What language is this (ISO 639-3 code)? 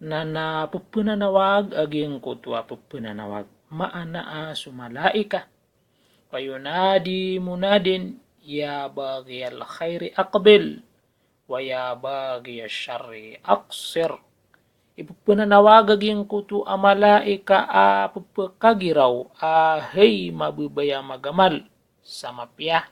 mrw